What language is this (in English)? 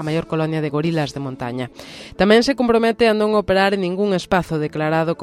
Galician